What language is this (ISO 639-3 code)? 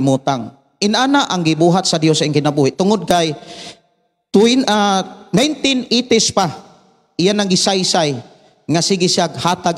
ceb